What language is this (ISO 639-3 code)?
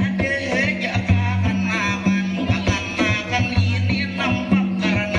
bjn